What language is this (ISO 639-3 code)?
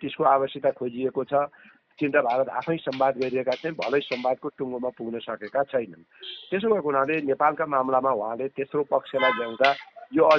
nep